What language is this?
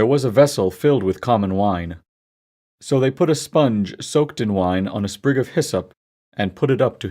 English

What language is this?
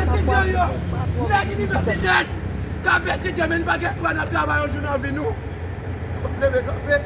Haitian Creole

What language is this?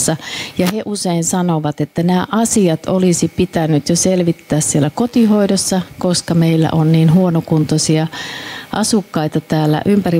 Finnish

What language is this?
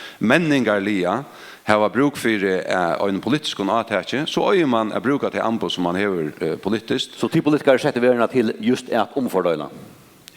Faroese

